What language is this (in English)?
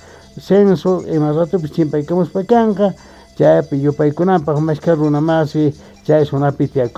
Quechua